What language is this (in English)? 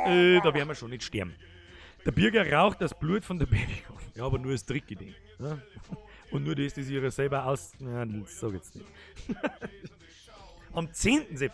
Bavarian